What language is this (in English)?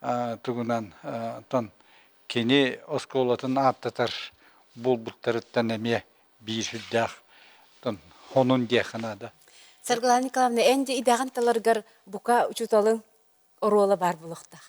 Yakut